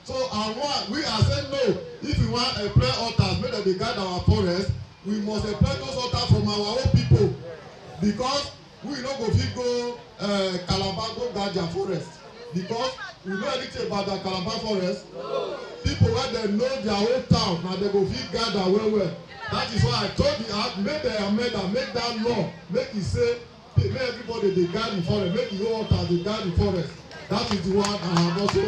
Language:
Nigerian Pidgin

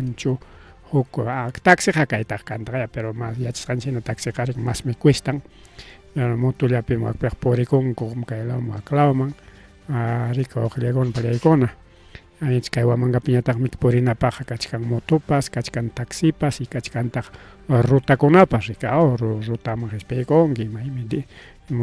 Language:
Ayacucho Quechua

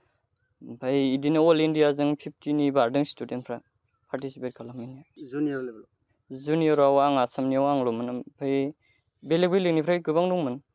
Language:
Bodo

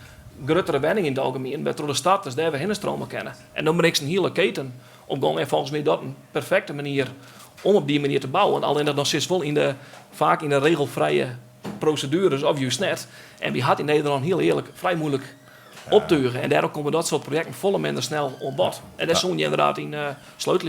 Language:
Western Frisian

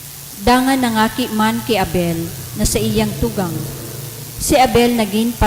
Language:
Bikol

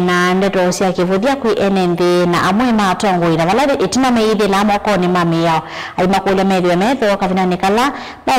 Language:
Kamba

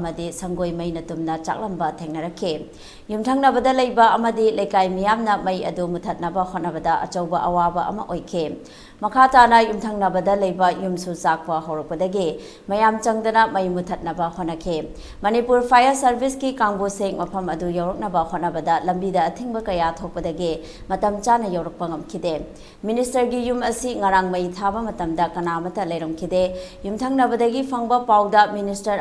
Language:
Manipuri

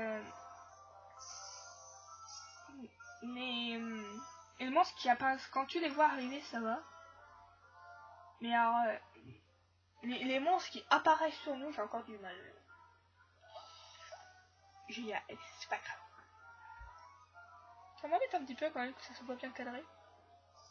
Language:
French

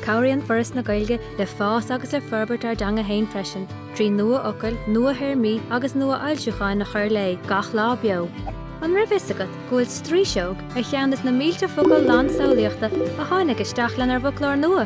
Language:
Irish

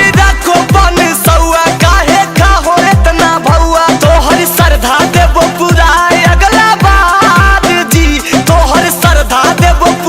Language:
Magahi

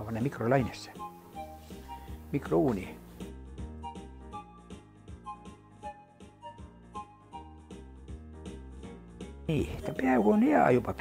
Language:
Estonian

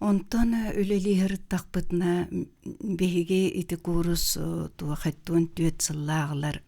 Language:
Yakut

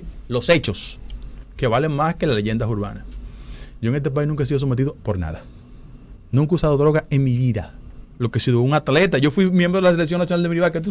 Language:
Spanish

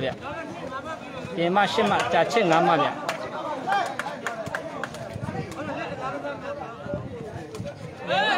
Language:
Burmese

